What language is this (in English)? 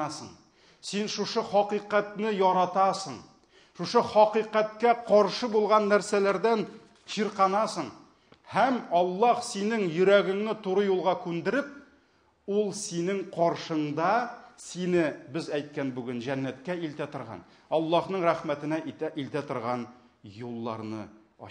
Tatar